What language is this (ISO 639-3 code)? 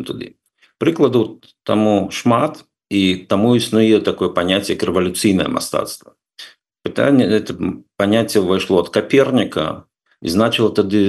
bel